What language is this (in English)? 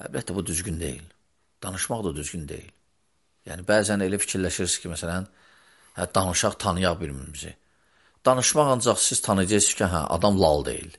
Azerbaijani